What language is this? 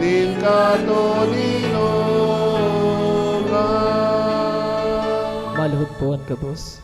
Bikol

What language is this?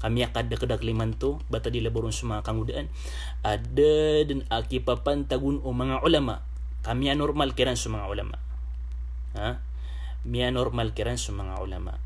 Maranao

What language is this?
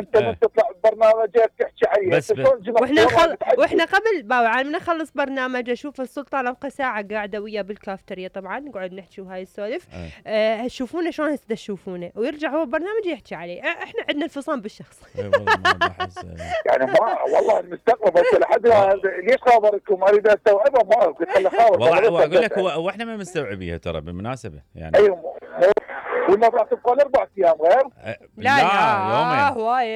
Mesopotamian Arabic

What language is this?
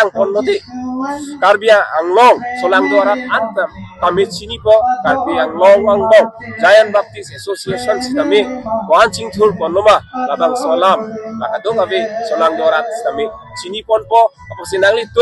Karbi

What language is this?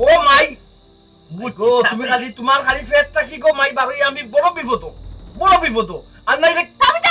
Sylheti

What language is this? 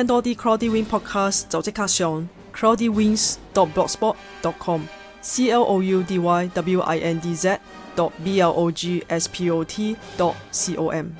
Cantonese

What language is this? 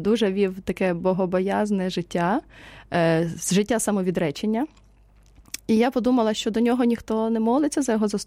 Ukrainian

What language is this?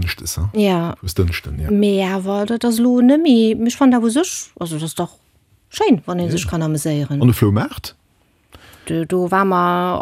Luxembourgish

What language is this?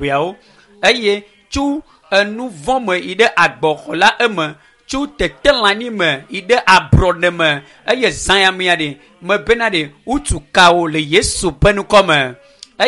Ewe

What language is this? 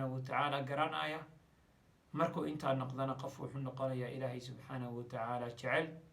Somali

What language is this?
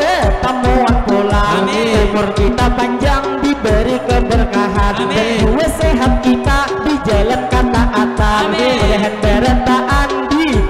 Banjar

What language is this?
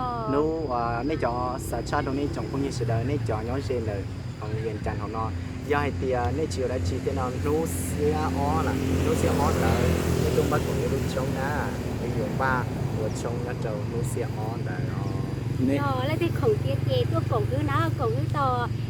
Hmong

